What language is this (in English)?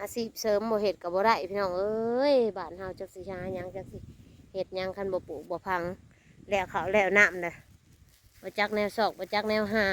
Northeastern Thai